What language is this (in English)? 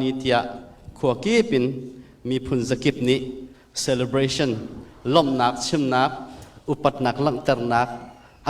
Hakha Chin